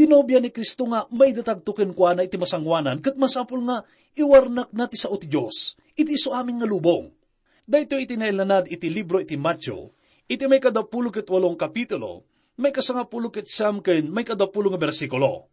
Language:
Iloko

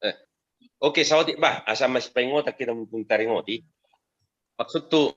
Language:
Batak Toba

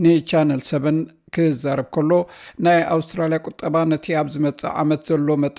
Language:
Tigrinya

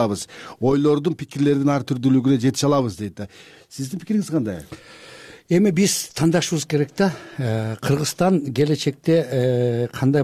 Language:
Kyrgyz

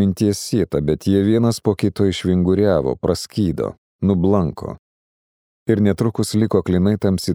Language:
Lithuanian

